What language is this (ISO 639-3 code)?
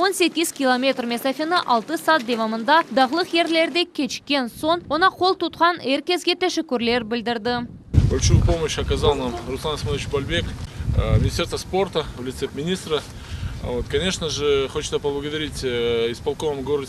crh